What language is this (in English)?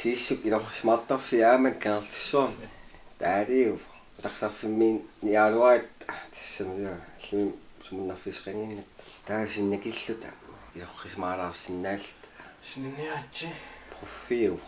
Kalaallisut